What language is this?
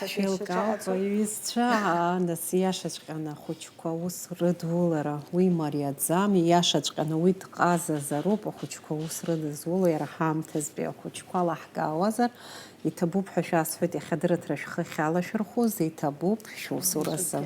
Abkhazian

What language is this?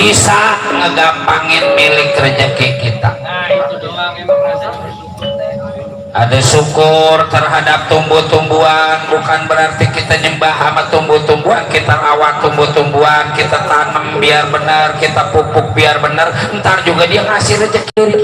Betawi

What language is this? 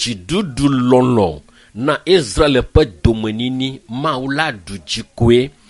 Ewe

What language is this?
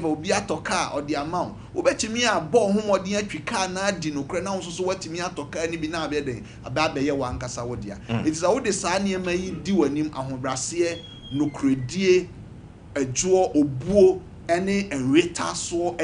Akan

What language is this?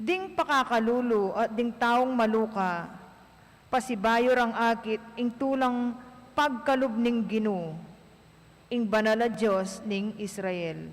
Pampanga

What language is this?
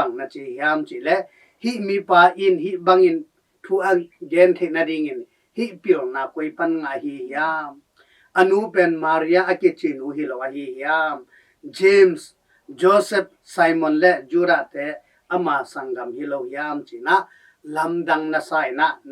Tedim Chin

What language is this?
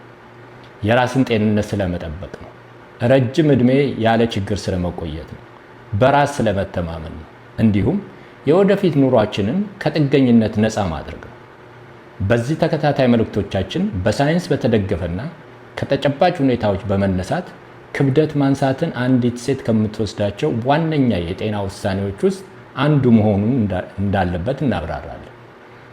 Amharic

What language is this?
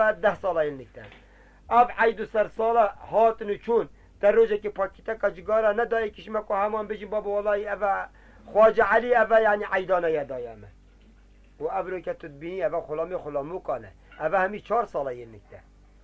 Kurdish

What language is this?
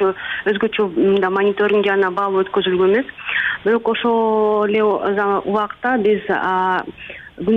Kyrgyz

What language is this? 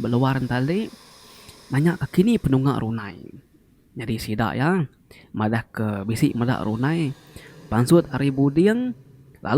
Iban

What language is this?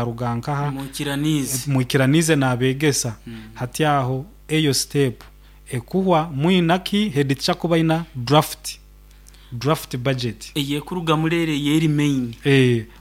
Nyoro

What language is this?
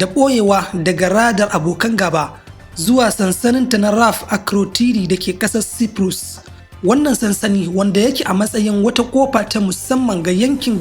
Hausa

